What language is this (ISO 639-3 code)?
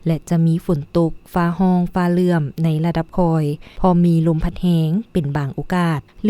lao